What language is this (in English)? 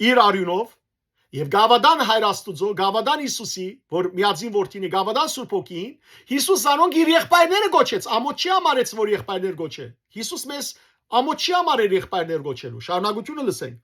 Western Armenian